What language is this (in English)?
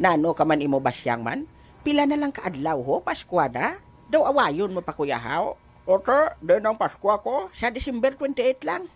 Hiligaynon